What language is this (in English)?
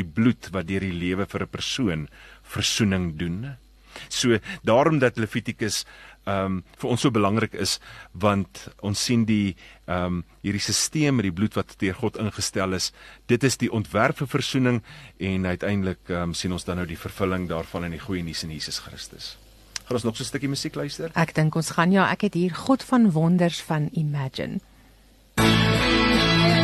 Afrikaans